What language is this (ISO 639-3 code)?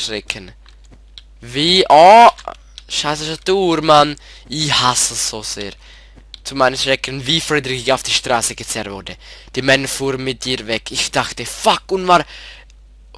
gsw